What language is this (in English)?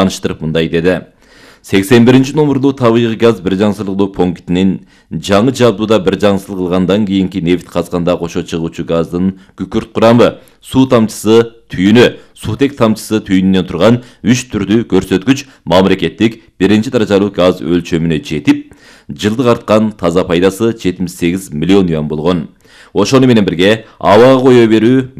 Kyrgyz